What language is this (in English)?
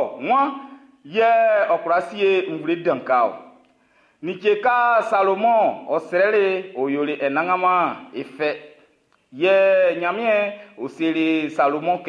Baoulé